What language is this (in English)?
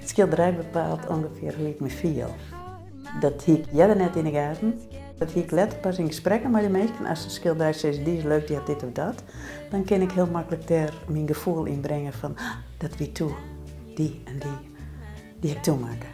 Western Frisian